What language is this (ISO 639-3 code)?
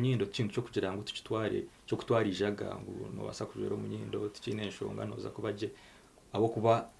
nyn